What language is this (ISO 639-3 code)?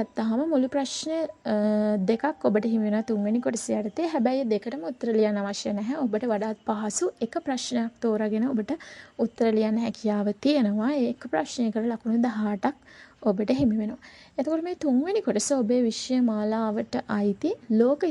sin